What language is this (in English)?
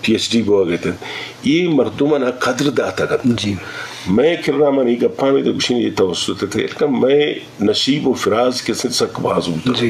Eastern Balochi